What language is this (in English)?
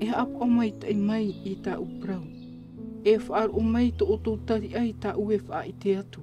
Tahitian